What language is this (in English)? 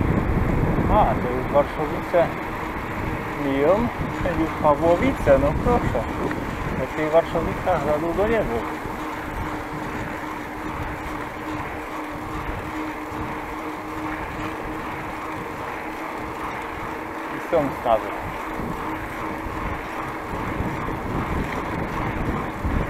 Polish